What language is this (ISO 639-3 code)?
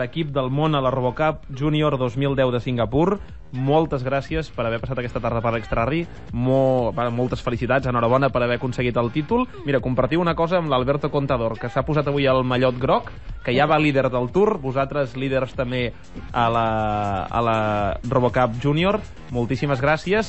cat